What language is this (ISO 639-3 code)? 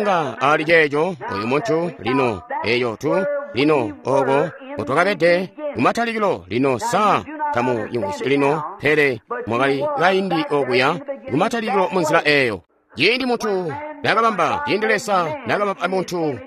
toi